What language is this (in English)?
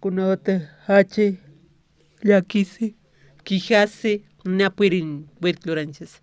Aymara